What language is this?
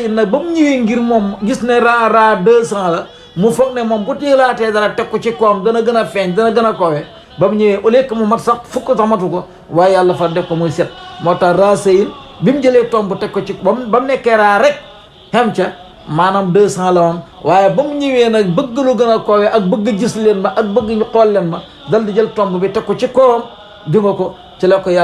Wolof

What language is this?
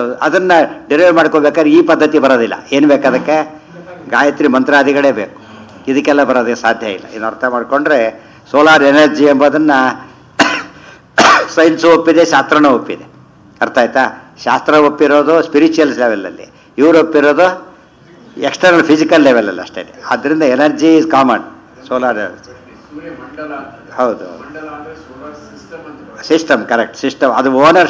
Kannada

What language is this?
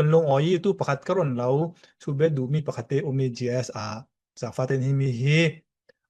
Falam Chin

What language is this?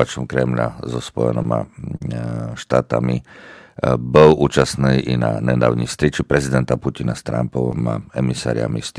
Slovak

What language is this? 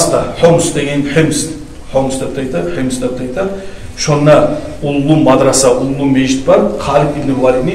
Kumyk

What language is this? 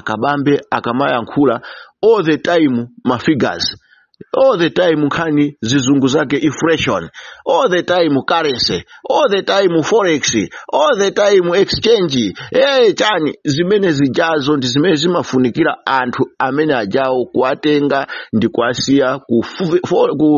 Nyanja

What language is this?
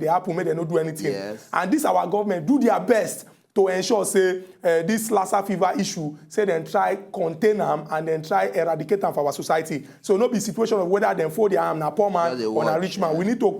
Nigerian Pidgin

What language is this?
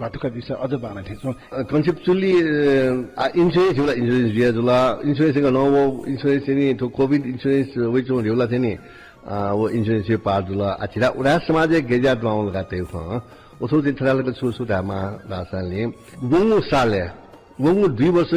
Newari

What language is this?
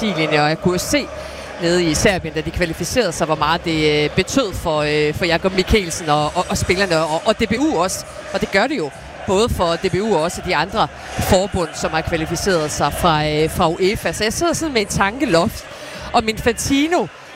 Danish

